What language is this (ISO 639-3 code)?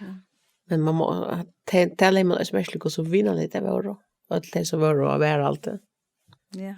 fao